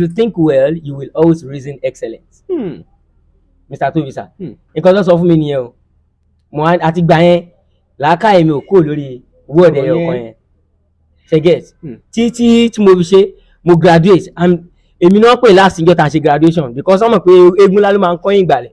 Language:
Yoruba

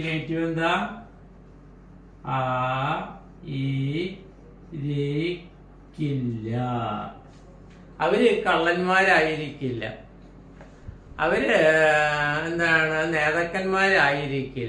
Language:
Malayalam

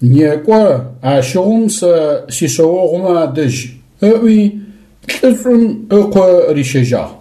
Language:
Adyghe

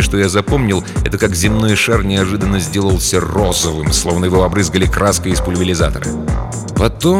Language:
Russian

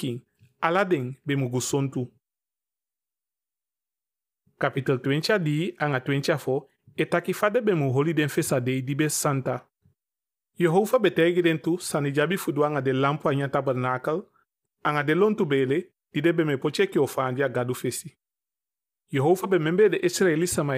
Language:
Eastern Maroon Creole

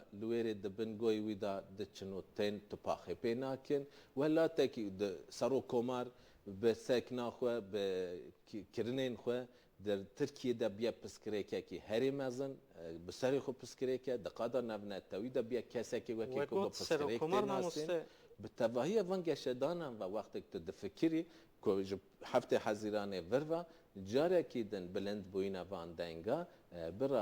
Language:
Kurdish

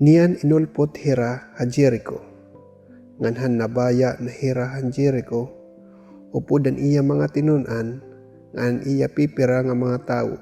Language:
Waray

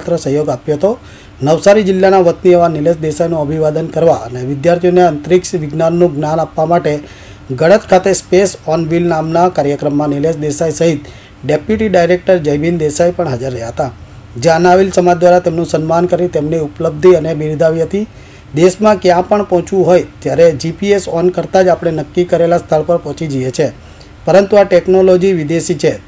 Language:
Gujarati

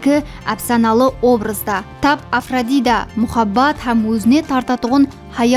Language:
Kara-Kalpak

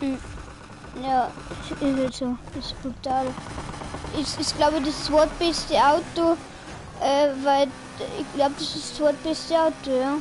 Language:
Bavarian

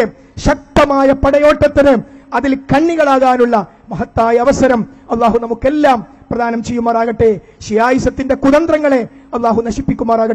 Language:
Malayalam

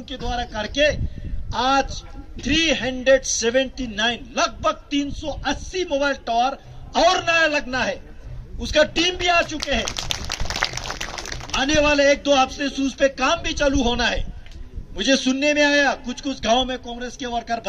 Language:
Hindi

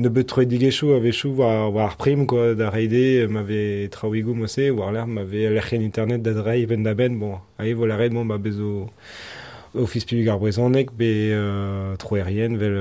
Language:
Breton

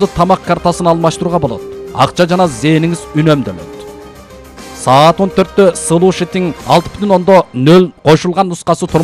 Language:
Kyrgyz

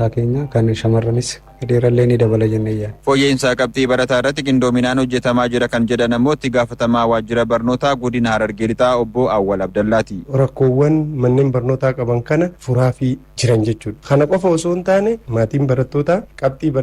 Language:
Oromo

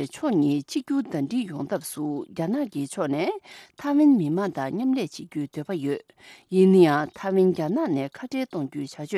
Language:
Tibetan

